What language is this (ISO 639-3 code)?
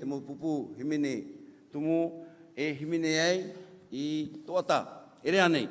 tah